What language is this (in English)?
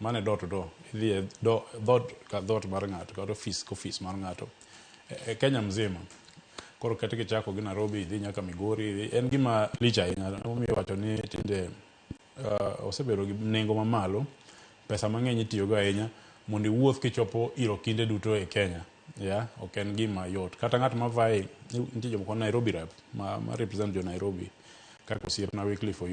Luo (Kenya and Tanzania)